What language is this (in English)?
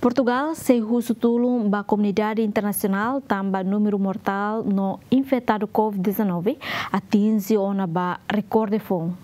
Tetum